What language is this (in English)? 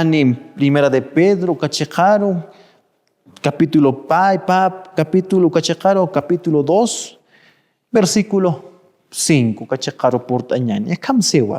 Aymara